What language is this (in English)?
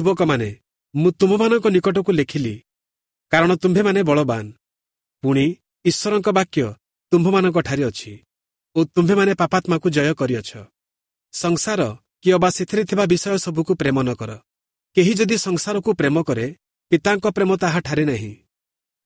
Odia